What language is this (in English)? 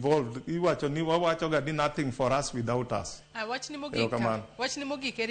Luo (Kenya and Tanzania)